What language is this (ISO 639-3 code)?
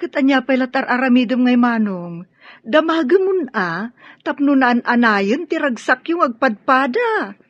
ilo